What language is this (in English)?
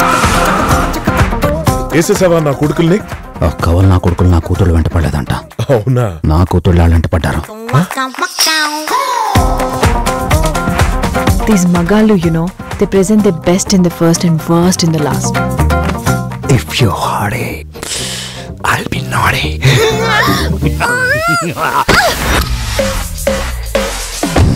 Telugu